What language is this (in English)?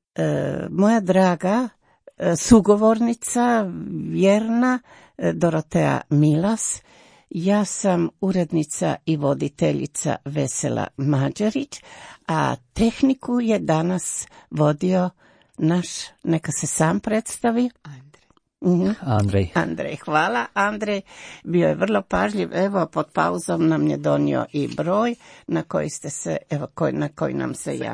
Croatian